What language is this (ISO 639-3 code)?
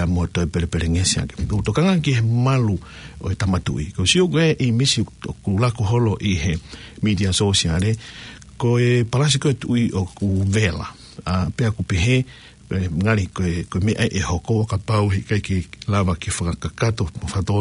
ton